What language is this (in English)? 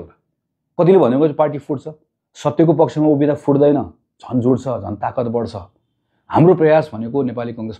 Nepali